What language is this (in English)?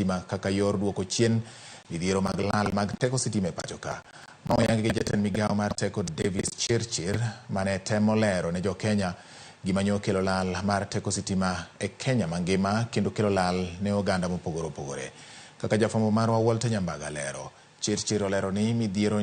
Luo (Kenya and Tanzania)